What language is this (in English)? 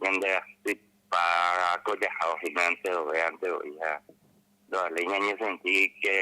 Guarani